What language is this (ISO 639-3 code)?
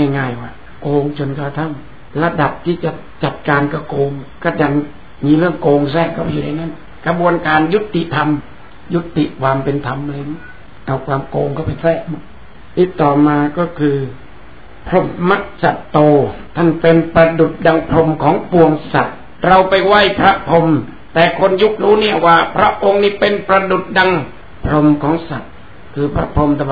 tha